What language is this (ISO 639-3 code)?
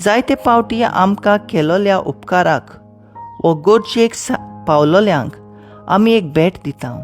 kok